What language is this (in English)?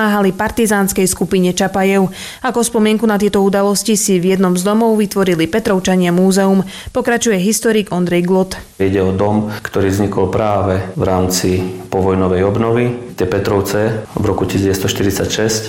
Slovak